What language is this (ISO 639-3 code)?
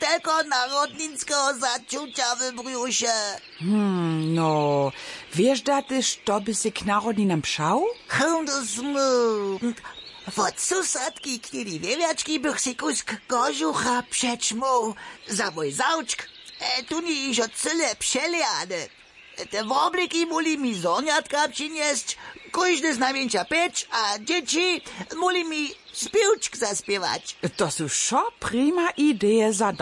hsb